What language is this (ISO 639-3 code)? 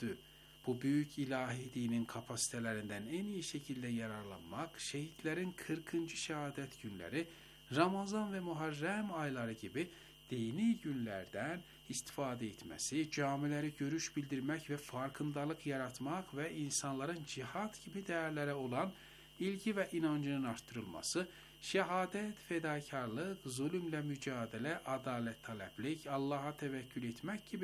tur